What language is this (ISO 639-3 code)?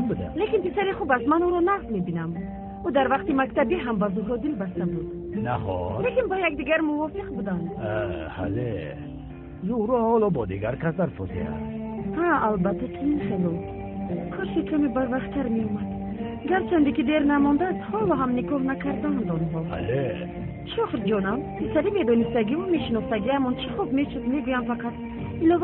tgk